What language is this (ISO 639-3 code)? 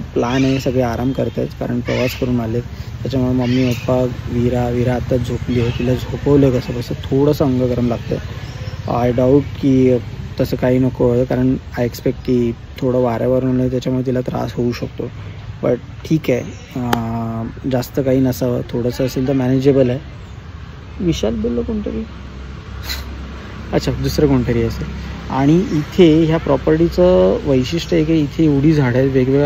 mar